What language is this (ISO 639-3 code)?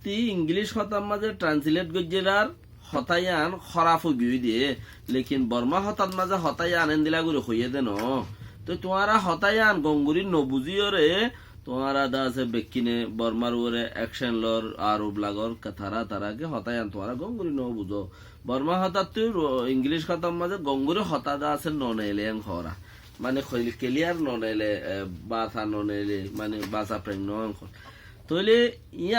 rhg